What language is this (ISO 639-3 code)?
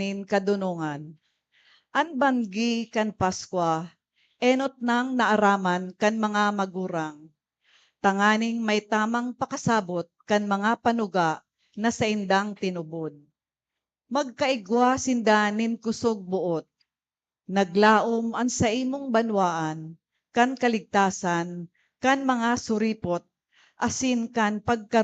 bik